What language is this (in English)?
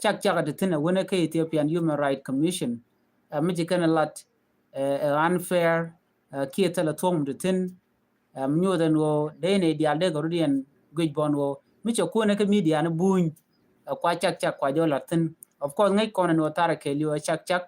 Nuer